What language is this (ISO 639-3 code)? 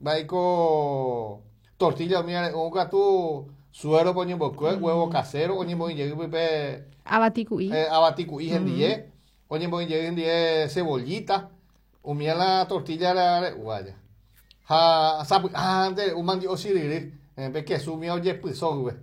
grn